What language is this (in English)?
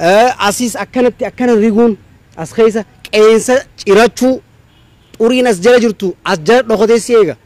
Oromo